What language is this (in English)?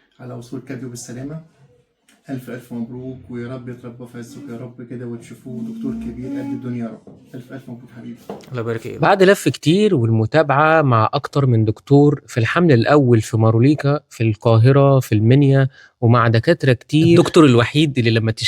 Egyptian Arabic